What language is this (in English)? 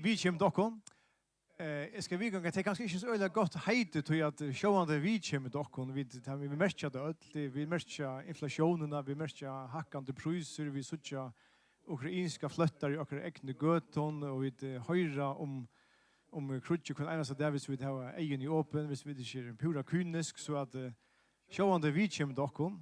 Faroese